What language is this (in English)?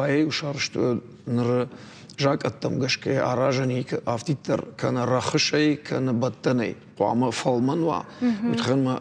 Ossetic